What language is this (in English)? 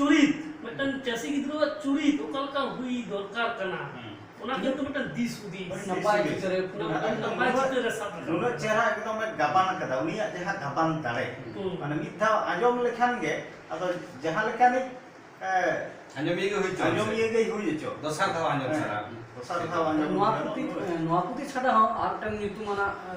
Santali